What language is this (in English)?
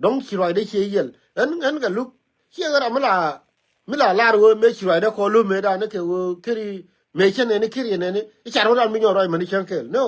Nuer